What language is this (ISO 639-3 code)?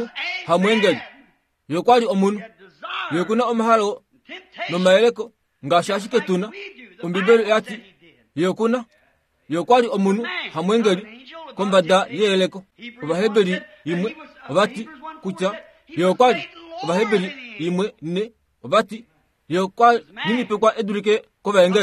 kua